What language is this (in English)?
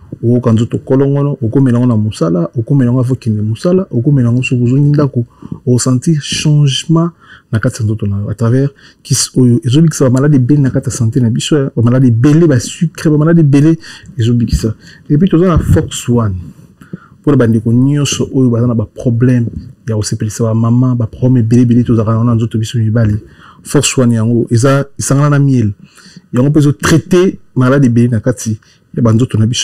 Lingala